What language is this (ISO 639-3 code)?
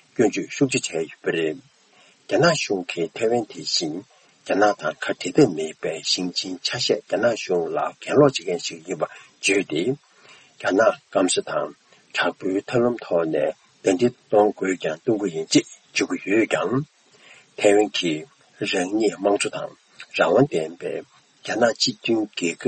bod